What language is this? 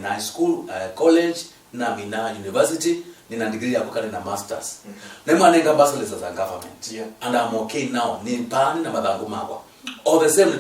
Kamba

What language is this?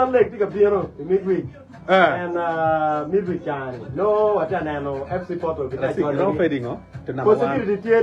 Acoli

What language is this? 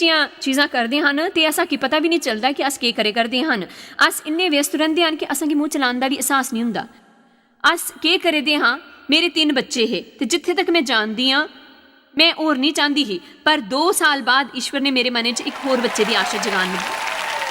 Dogri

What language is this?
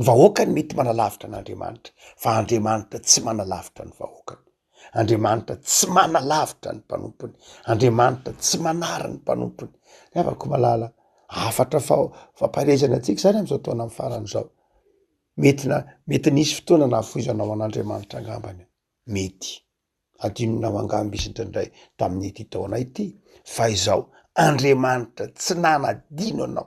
Malagasy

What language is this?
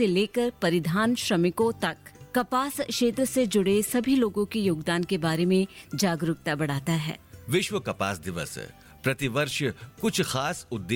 Hindi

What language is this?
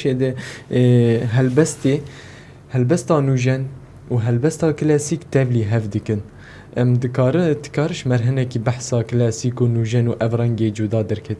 Kurdish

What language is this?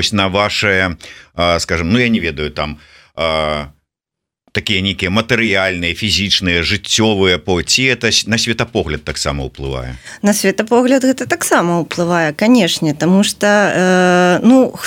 Belarusian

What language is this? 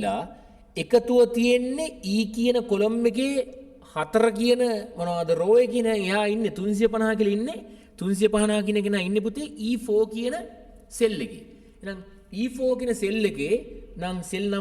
Sinhala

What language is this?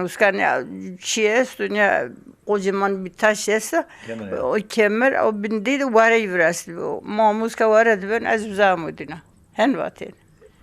Zaza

